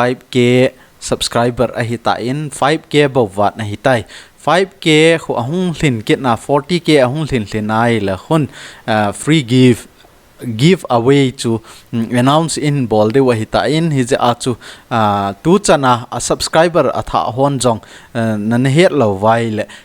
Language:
Thado Chin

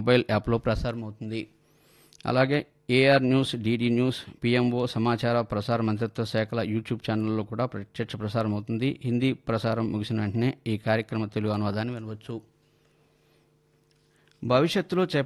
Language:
Telugu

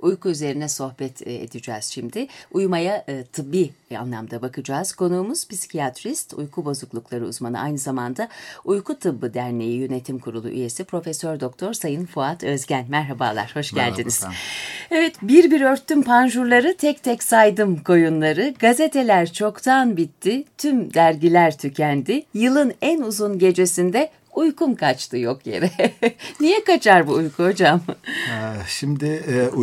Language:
Turkish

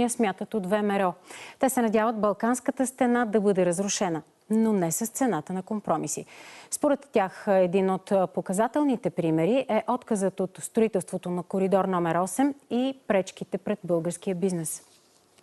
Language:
Bulgarian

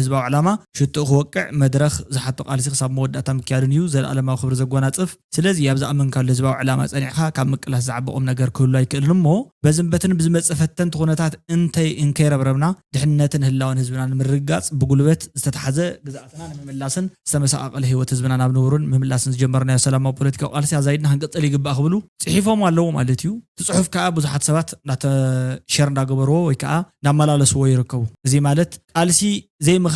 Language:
Tigrinya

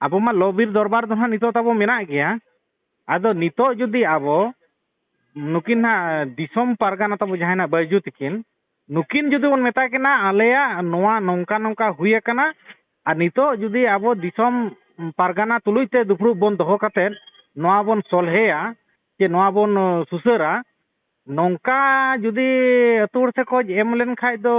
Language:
Santali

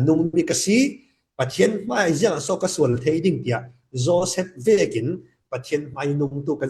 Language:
Falam Chin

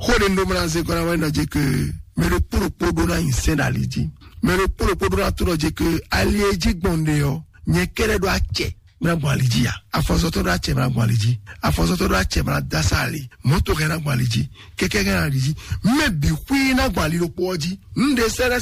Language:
Fon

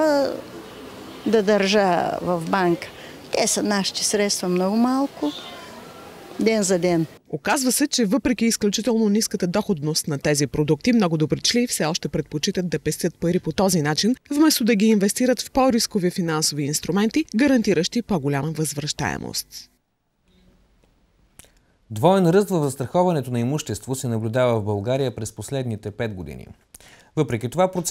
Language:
Bulgarian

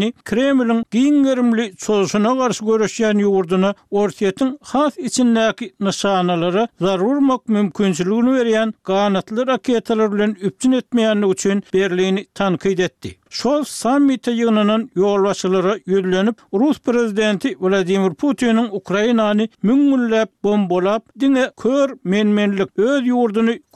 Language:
Turkmen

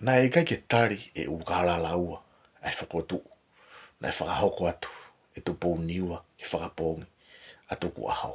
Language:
Tongan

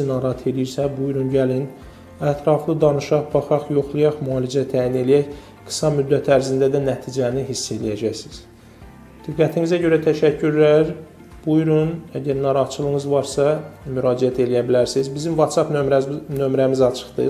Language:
Azerbaijani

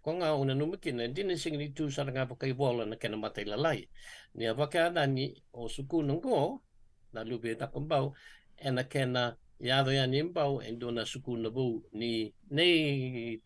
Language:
Fijian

